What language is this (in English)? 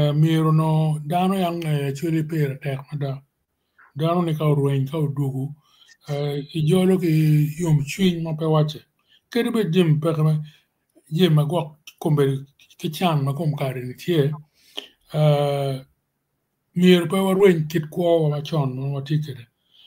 Acoli